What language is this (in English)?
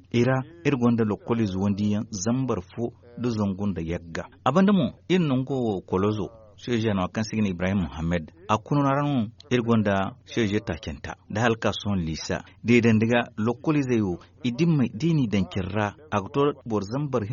Zarma